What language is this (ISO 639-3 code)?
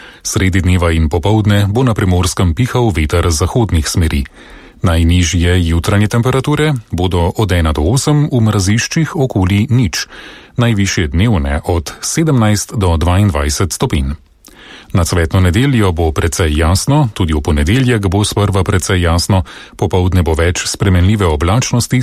slv